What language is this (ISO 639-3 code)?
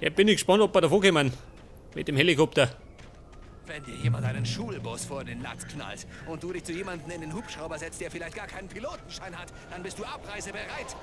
bar